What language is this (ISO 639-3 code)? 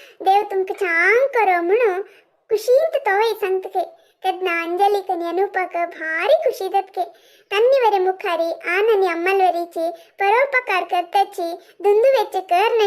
kok